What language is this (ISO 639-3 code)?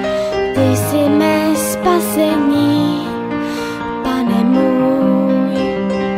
ces